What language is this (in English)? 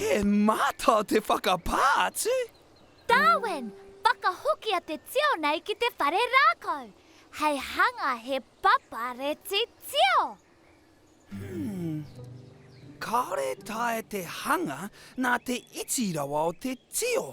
Māori